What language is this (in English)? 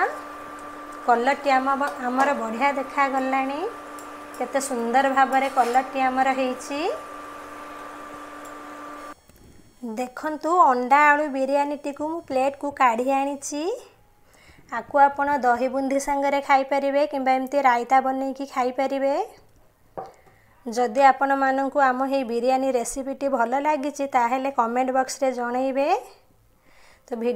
Odia